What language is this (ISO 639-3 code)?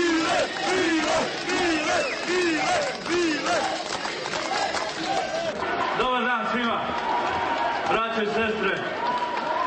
hrv